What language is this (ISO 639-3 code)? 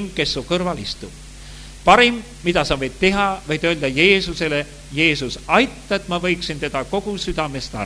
est